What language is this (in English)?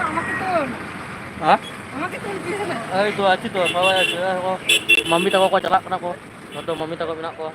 Santali